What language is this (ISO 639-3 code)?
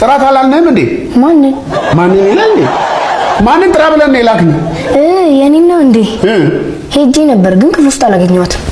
amh